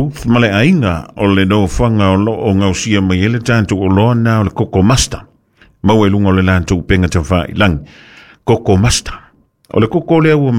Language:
Samoan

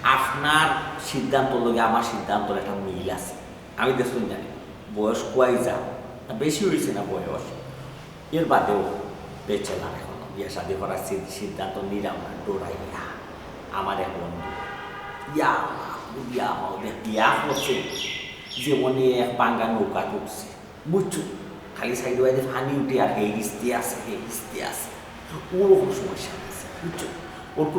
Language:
Sylheti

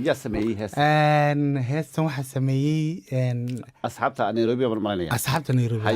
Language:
Somali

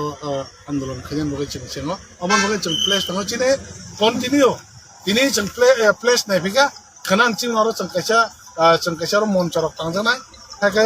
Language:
Kok Borok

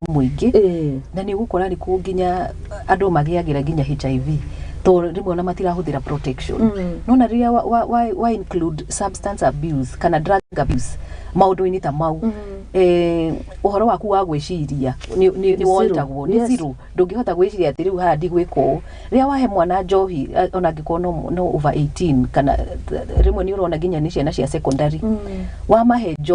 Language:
Kikuyu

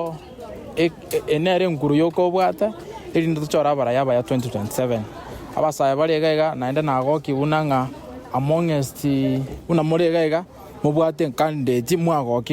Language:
Gusii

